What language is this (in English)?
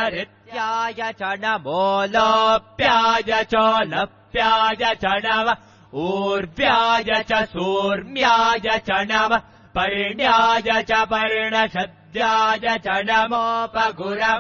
Sanskrit